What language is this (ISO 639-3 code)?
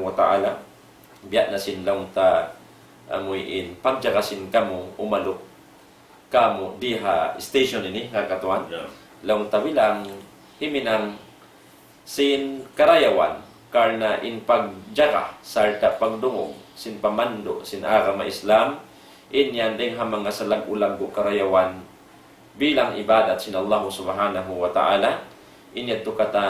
tsg